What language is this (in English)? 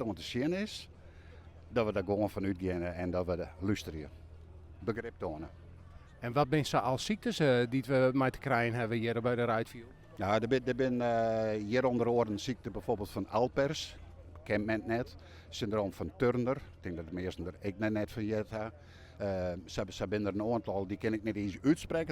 Western Frisian